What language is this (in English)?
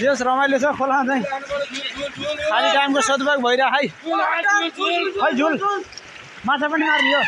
Nepali